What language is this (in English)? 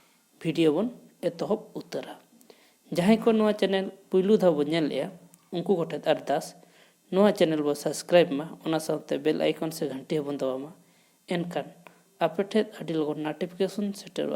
Santali